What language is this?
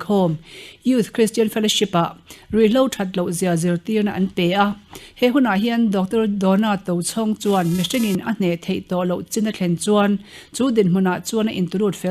Mizo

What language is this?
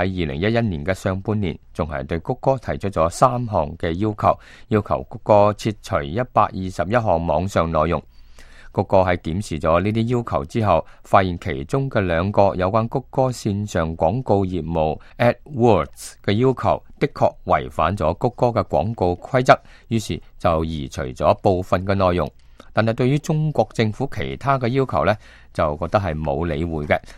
Cantonese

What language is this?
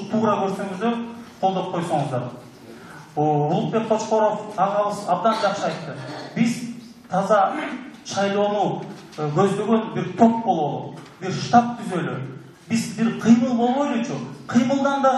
Kyrgyz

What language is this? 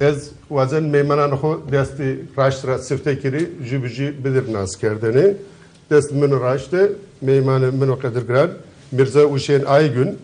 Zaza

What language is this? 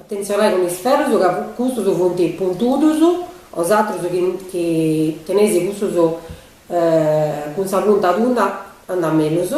Sardinian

